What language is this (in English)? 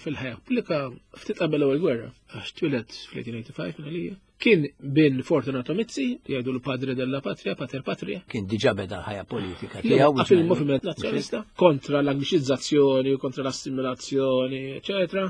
Maltese